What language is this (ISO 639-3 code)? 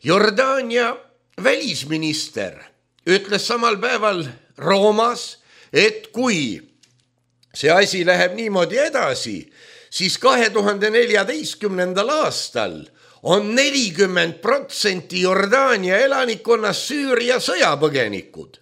est